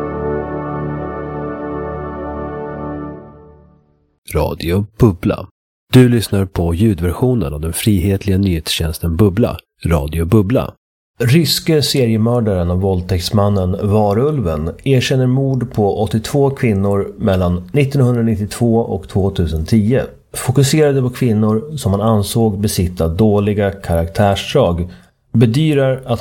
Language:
Swedish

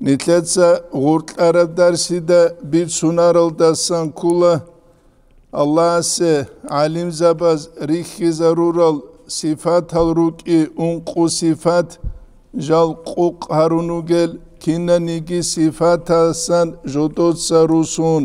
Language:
Avaric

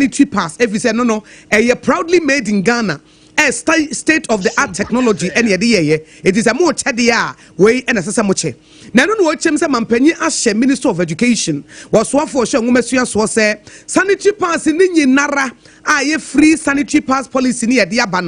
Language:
Akan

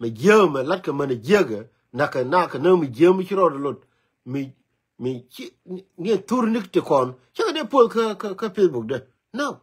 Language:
Nuer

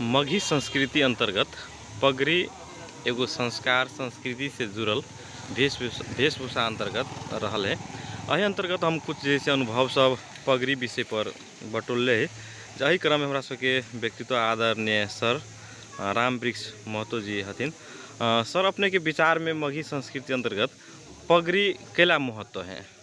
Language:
Magahi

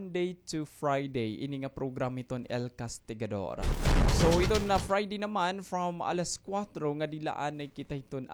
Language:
Waray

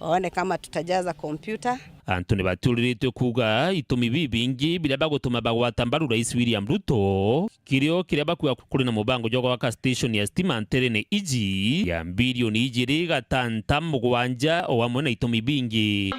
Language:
Meru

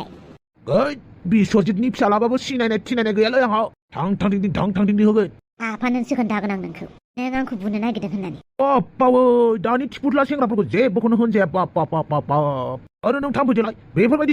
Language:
Bodo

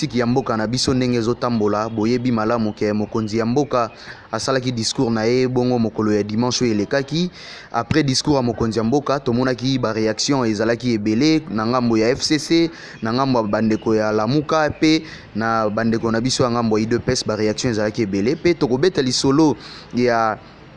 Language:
Lingala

